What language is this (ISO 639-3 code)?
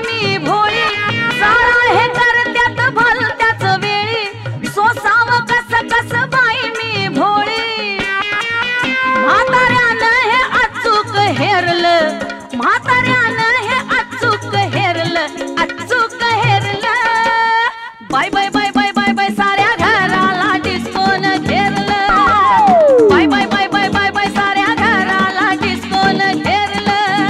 mar